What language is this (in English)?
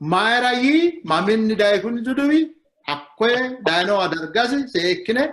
Sidamo